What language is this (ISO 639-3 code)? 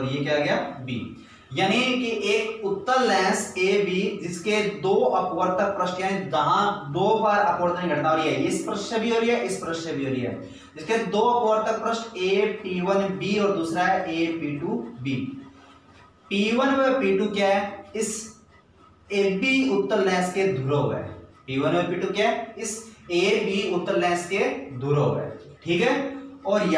hin